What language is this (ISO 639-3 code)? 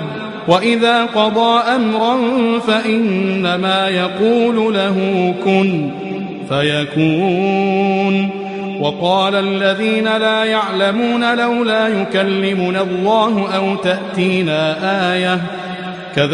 ara